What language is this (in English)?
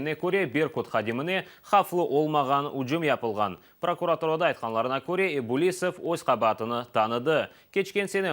Crimean Tatar